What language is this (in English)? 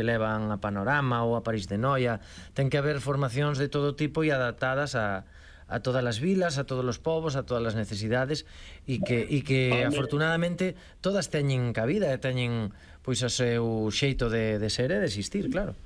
Galician